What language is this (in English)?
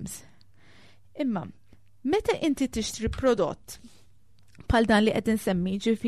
Maltese